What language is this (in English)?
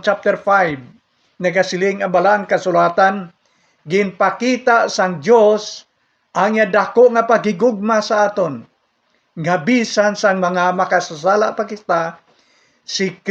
Hiligaynon